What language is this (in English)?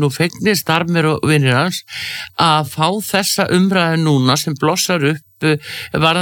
Icelandic